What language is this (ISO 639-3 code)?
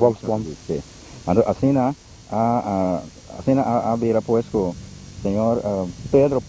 pap